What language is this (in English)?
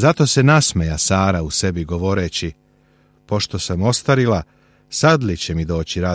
Serbian